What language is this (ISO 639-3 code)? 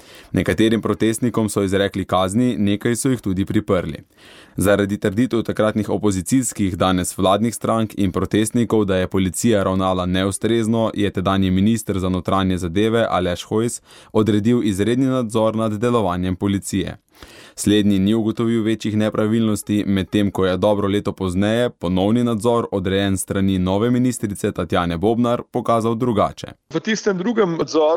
slv